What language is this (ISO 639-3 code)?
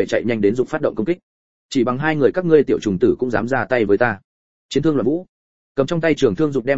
vie